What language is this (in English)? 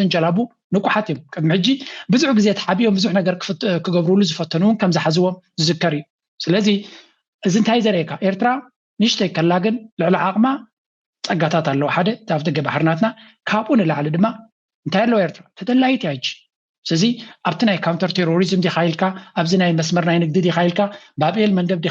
Tigrinya